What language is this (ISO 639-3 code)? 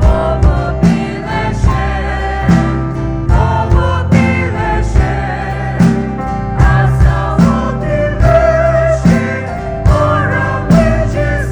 pmx